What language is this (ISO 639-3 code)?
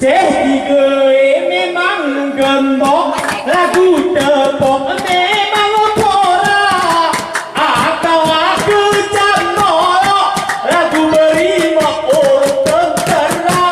gay